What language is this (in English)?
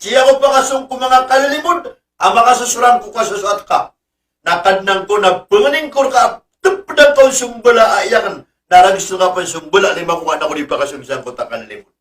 Maranao